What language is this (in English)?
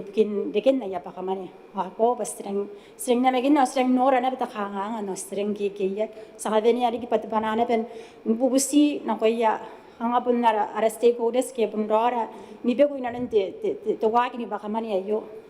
Gilbertese